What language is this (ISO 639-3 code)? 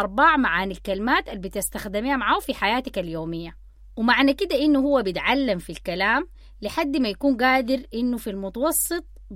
apd